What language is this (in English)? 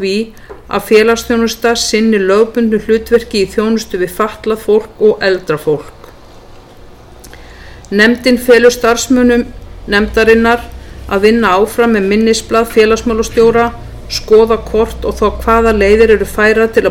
Icelandic